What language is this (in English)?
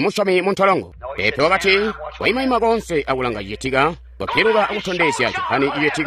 Tonga (Zambia)